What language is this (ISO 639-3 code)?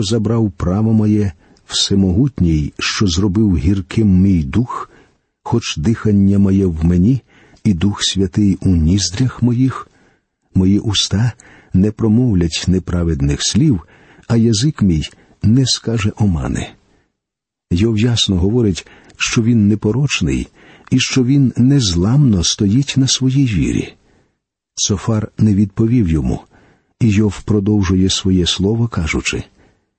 ukr